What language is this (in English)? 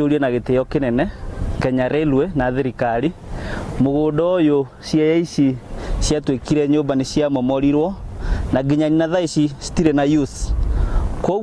Kikuyu